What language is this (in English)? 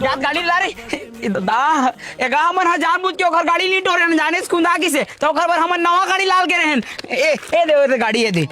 Chhattisgarhi